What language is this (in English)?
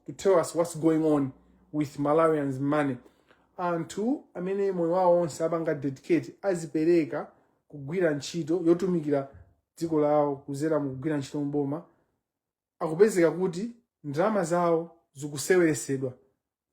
Nyanja